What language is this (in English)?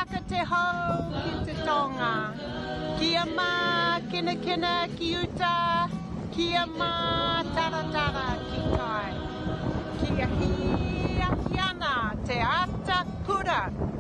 Māori